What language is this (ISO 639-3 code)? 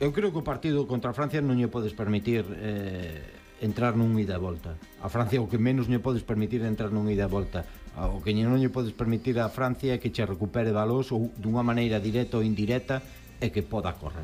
glg